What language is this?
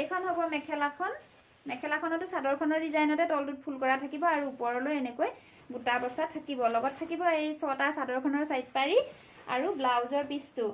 Assamese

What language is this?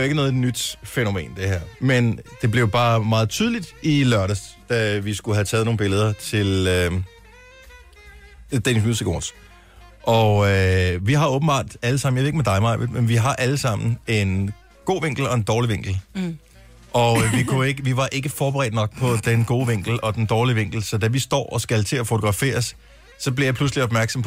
Danish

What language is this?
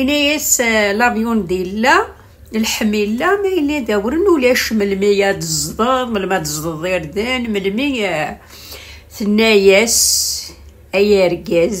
Kabyle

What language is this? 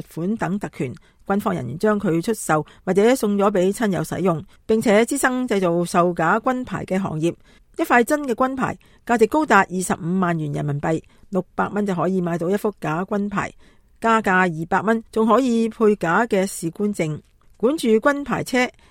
Cantonese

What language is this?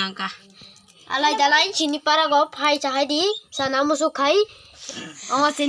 Kok Borok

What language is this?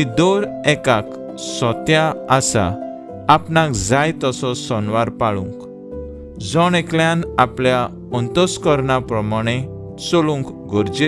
Konkani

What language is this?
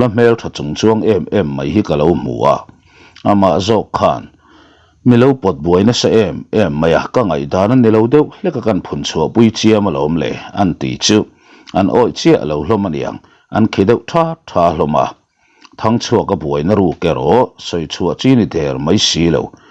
Mizo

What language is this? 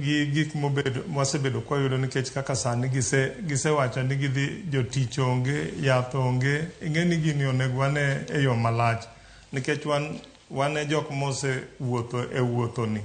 Luo (Kenya and Tanzania)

